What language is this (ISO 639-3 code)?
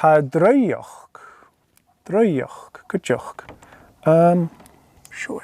gla